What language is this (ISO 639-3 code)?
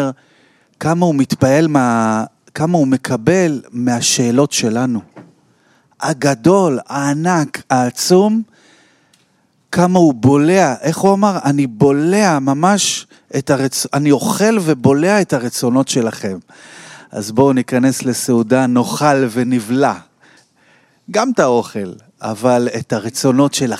heb